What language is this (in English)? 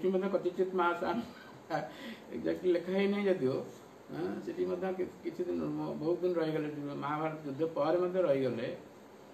Odia